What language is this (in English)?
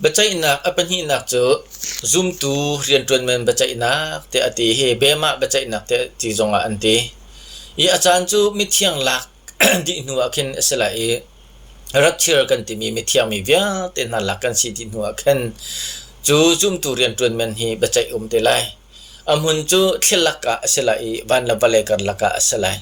Hakha Chin